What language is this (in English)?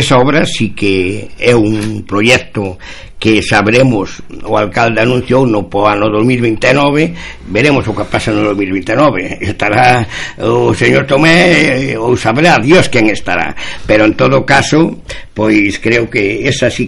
Galician